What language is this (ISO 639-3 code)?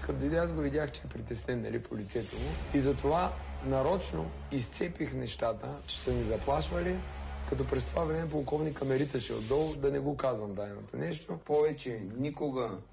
bul